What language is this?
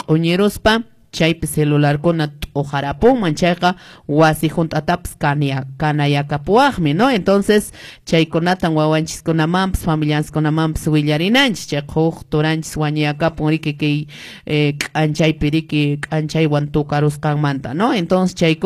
Quechua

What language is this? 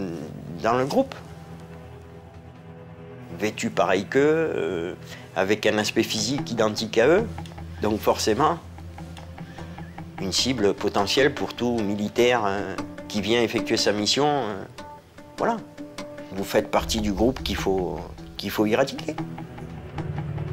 French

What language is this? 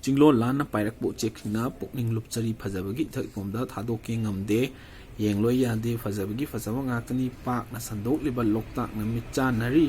Manipuri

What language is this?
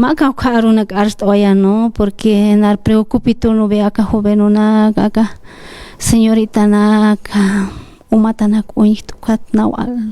Aymara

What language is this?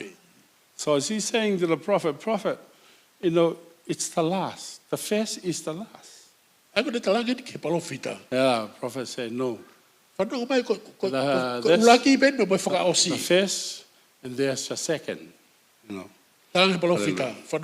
Tongan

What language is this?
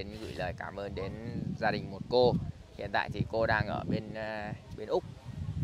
Vietnamese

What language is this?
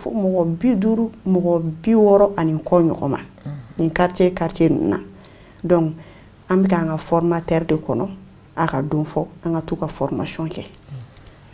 Bambara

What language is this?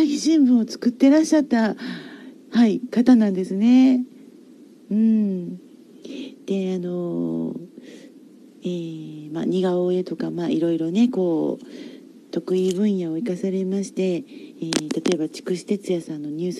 Japanese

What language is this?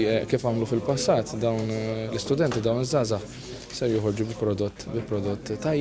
Maltese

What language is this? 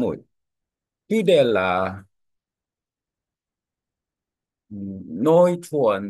Vietnamese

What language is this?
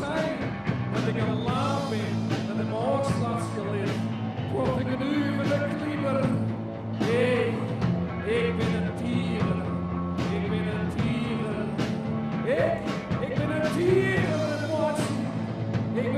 Western Frisian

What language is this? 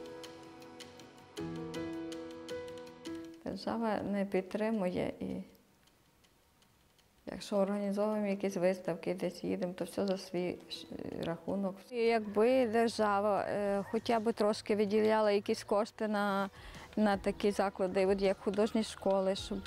Ukrainian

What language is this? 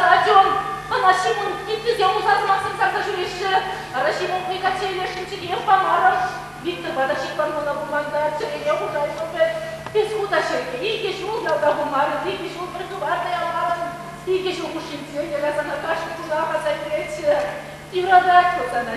Chuvash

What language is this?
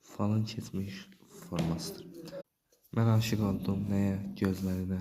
Azerbaijani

